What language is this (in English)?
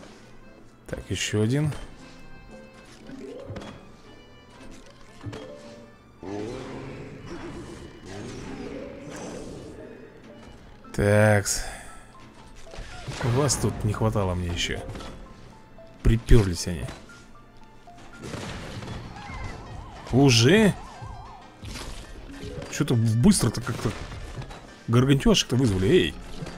Russian